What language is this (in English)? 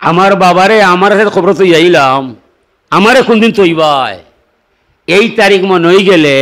Sylheti